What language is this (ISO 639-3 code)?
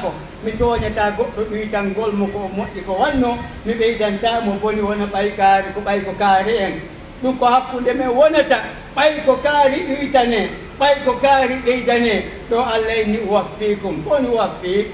fuf